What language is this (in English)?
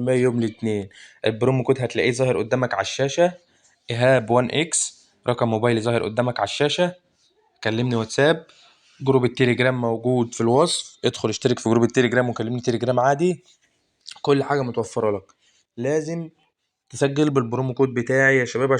Egyptian Arabic